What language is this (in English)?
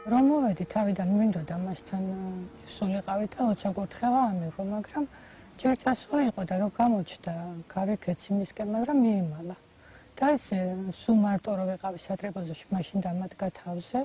Georgian